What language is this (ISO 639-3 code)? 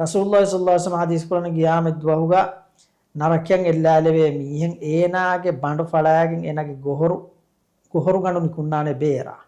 div